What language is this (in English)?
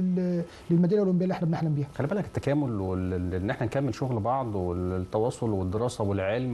Egyptian Arabic